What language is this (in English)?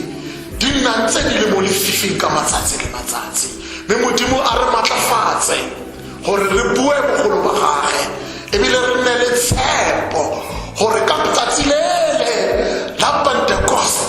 Tswana